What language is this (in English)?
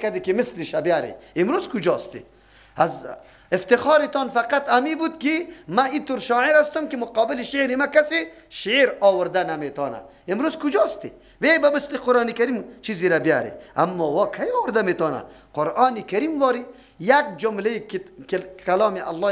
Persian